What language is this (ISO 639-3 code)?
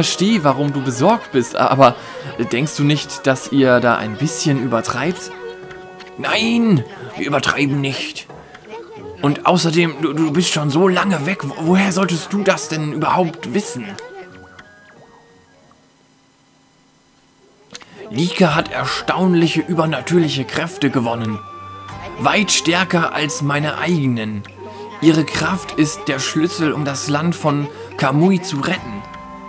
deu